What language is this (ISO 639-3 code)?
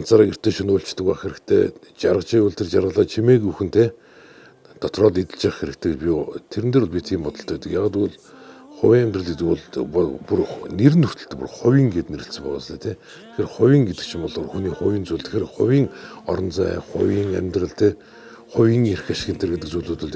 mon